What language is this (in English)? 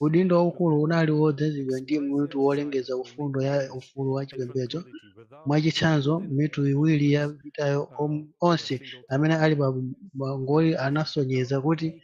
Nyanja